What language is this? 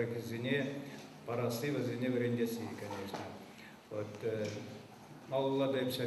Chuvash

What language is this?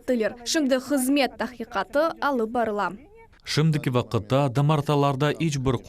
Crimean Tatar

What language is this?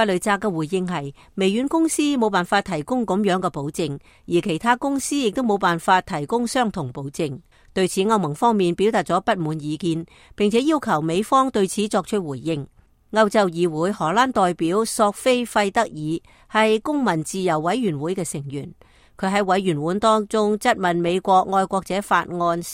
Cantonese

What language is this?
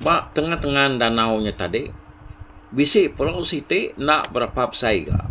Iban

